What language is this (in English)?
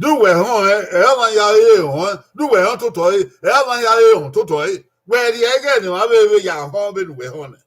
Bini